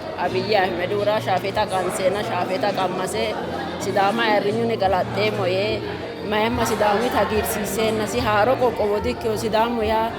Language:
Sidamo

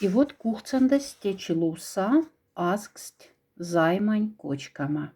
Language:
Moksha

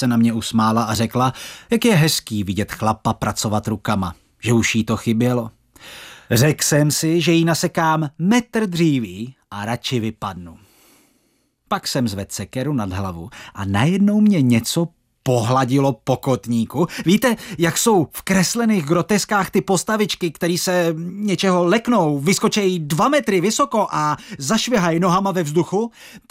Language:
Czech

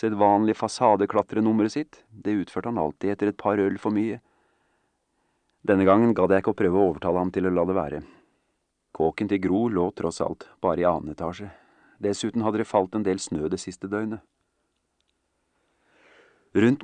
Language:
Norwegian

